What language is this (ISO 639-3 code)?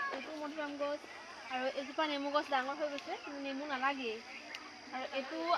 asm